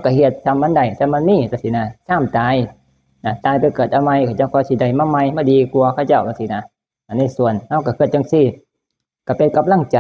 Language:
Northeastern Thai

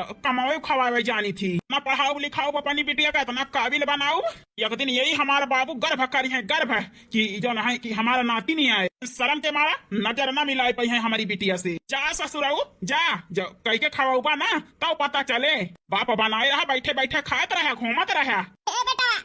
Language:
Awadhi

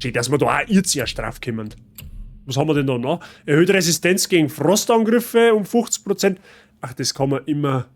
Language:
Bavarian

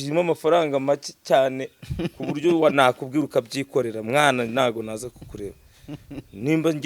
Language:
Kinyarwanda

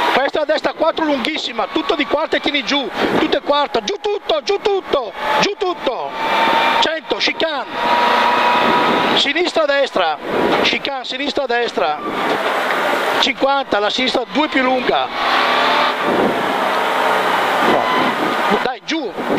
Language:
Italian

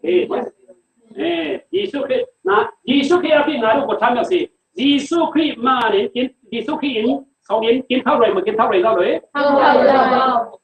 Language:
Falam Chin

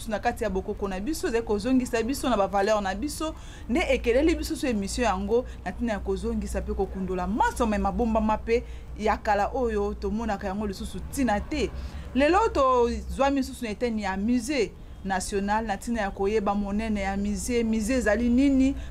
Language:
Lingala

